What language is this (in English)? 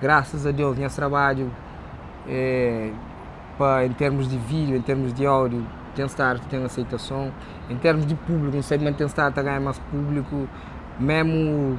Kabuverdianu